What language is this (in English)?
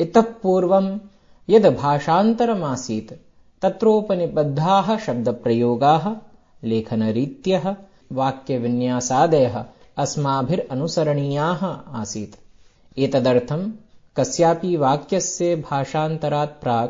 Sanskrit